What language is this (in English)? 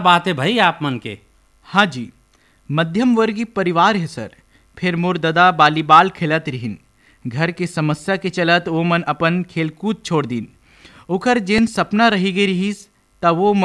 Chhattisgarhi